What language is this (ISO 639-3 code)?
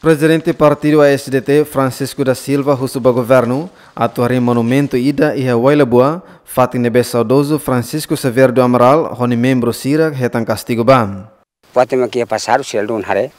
tet